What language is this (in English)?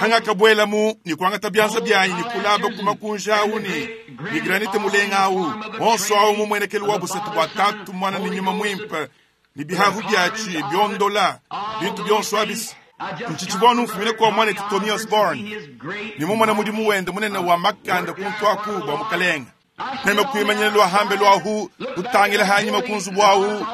Luba-Lulua